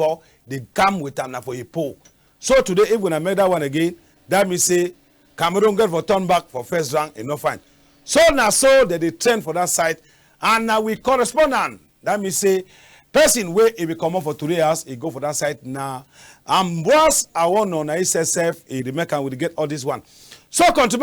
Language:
Cameroon Pidgin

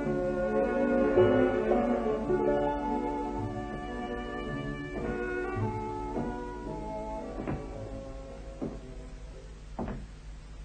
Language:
Dutch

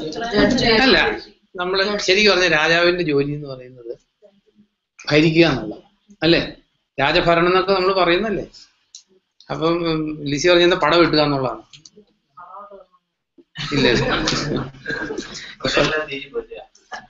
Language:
Malayalam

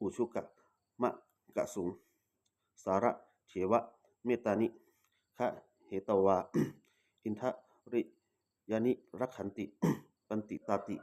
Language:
Pali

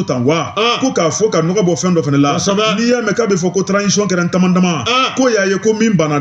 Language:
Bambara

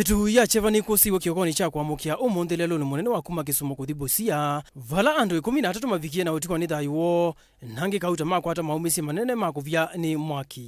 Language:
Kamba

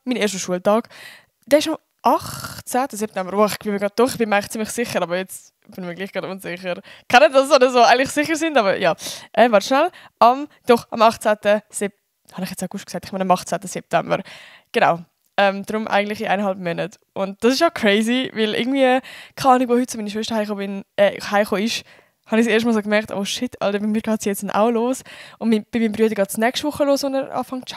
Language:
Swiss German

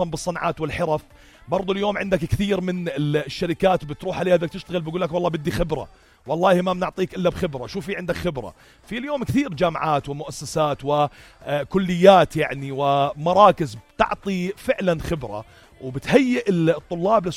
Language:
North Levantine Arabic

